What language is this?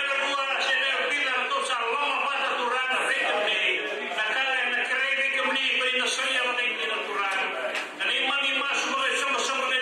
Fijian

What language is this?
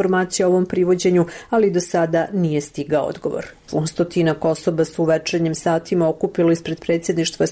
Serbian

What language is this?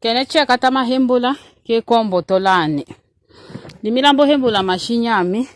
Tetela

